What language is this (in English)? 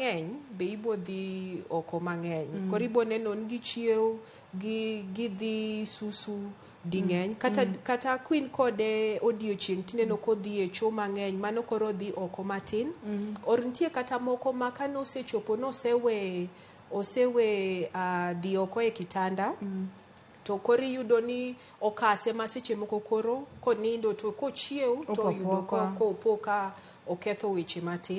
Luo (Kenya and Tanzania)